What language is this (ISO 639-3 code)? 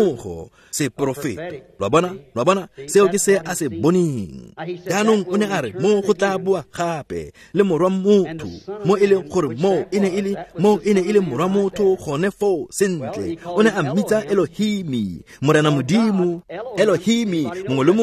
tsn